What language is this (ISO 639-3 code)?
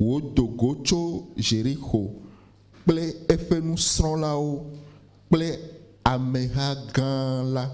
ewe